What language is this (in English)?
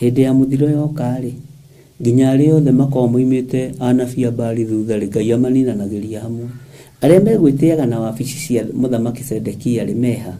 Kikuyu